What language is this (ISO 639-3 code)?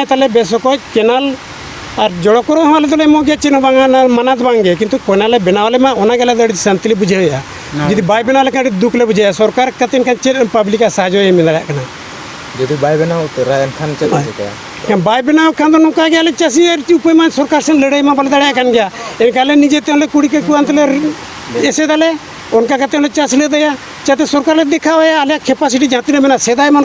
sat